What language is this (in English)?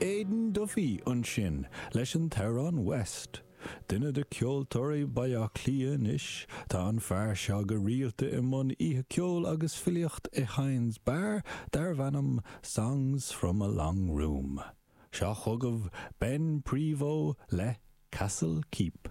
Irish